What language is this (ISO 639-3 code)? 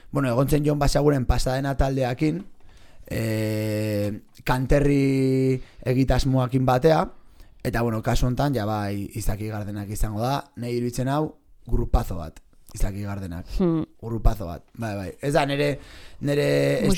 eus